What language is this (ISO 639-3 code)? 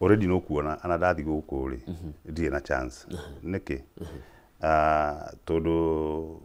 kik